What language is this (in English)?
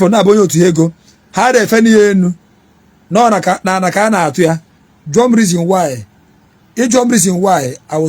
Igbo